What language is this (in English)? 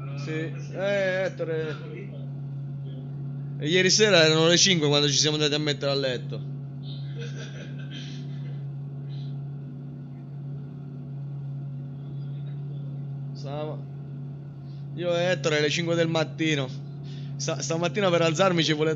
Italian